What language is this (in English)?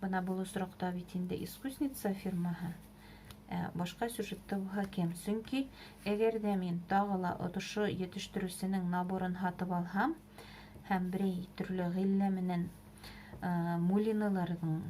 Bashkir